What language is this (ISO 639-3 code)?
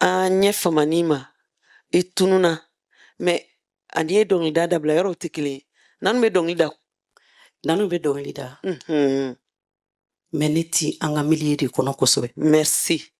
bam